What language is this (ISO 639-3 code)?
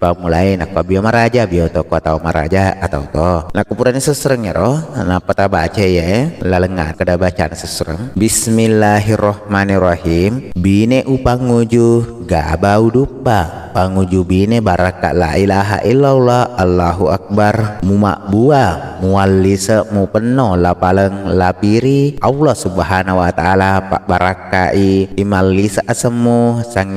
bug